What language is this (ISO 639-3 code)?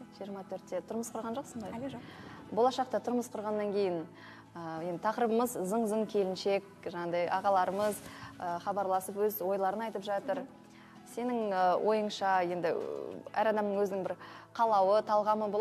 kaz